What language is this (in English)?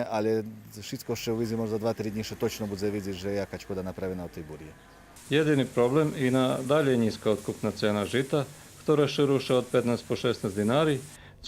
Rusyn